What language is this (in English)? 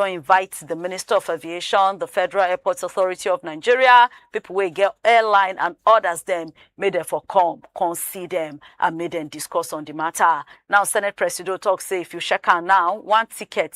Nigerian Pidgin